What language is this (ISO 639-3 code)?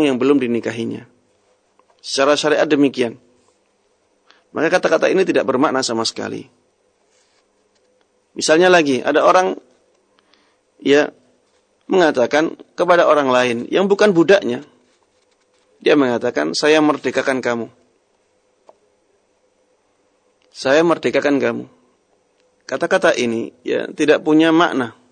ind